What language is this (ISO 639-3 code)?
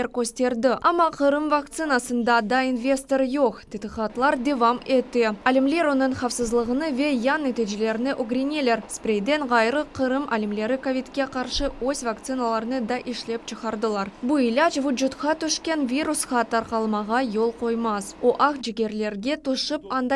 crh